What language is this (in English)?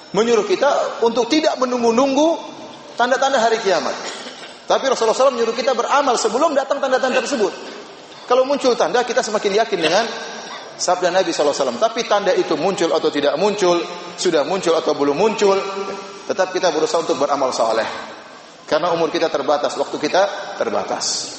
Indonesian